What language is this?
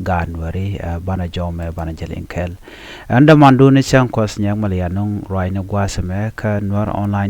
Nuer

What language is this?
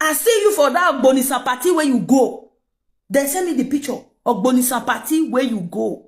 Nigerian Pidgin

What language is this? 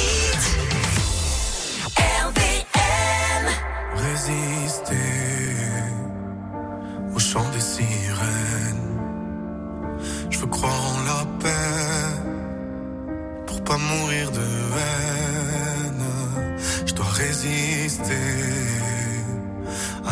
French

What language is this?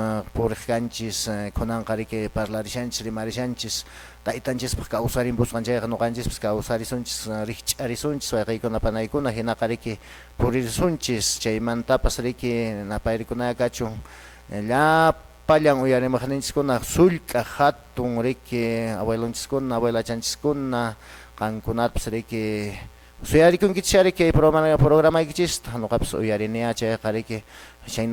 Quechua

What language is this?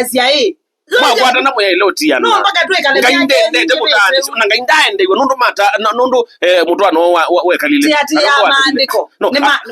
Kamba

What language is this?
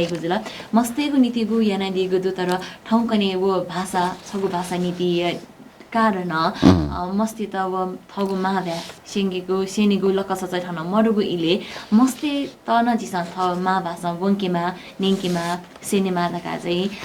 Newari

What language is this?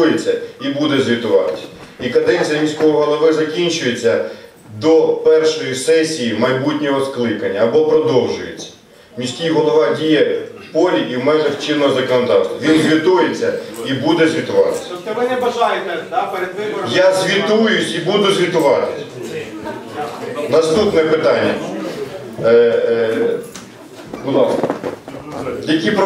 Ukrainian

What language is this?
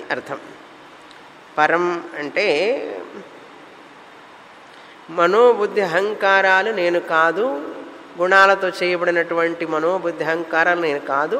Telugu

